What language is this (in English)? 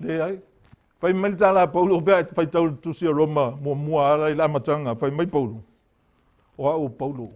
Samoan